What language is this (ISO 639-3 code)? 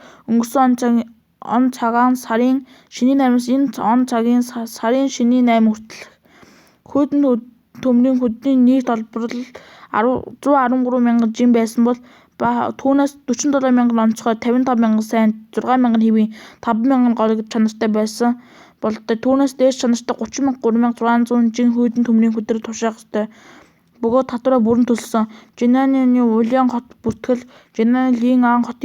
mon